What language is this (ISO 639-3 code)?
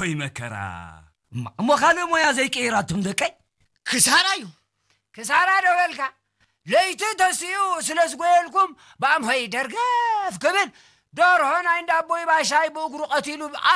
tir